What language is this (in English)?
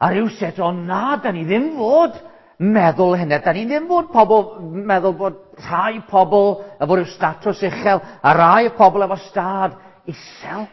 Welsh